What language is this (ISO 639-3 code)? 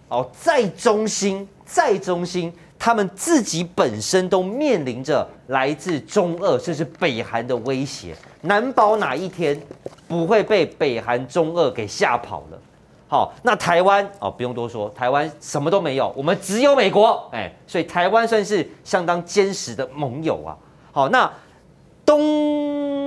zho